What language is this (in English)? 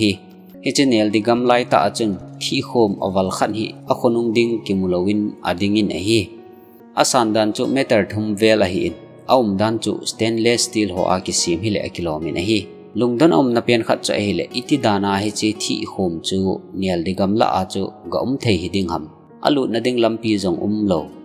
Thado Chin